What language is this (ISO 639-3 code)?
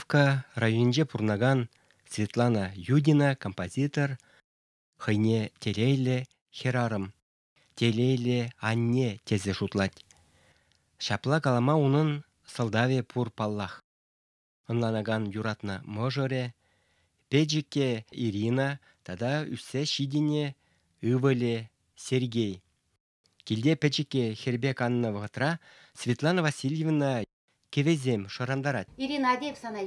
chv